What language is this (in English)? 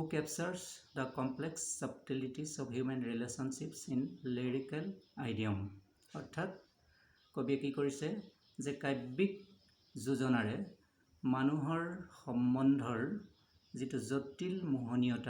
Assamese